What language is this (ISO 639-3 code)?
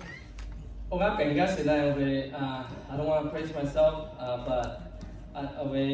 lhu